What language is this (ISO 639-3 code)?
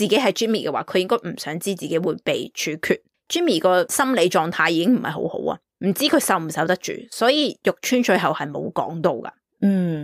yue